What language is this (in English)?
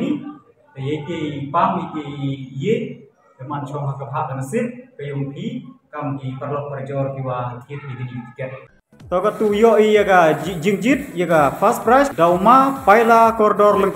Khasi